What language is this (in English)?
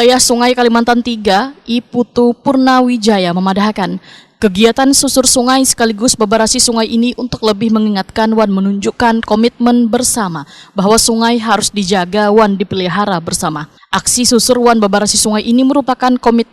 Banjar